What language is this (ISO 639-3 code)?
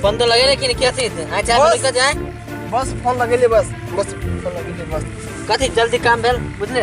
mai